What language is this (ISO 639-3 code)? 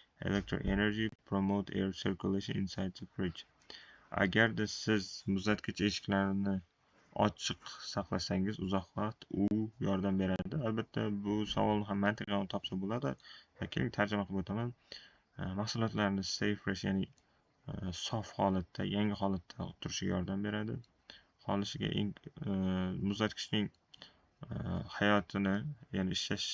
uzb